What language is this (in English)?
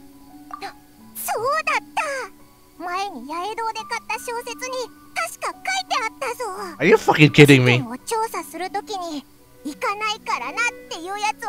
Japanese